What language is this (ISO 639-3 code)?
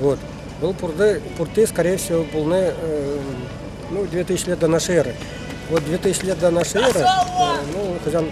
chv